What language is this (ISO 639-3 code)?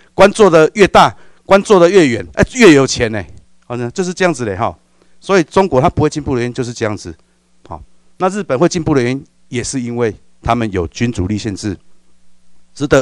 zho